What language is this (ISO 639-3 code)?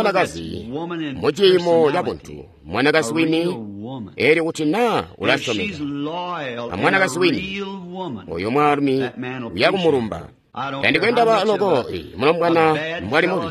toi